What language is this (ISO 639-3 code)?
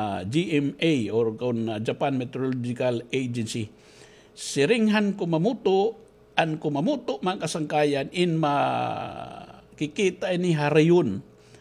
war